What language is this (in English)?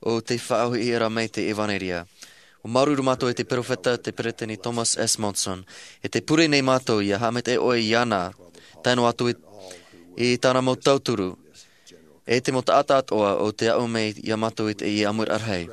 Tahitian